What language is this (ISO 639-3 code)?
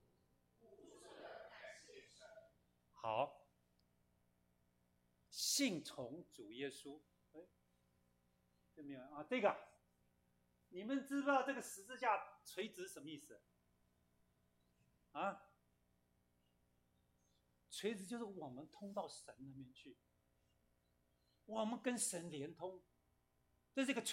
zho